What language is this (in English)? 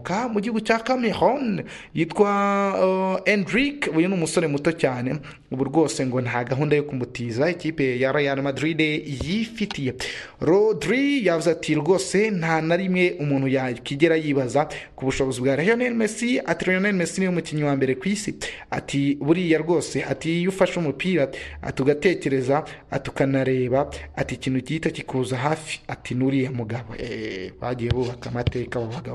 Kinyarwanda